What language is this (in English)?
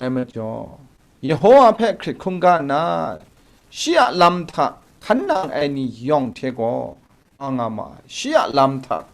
Kachin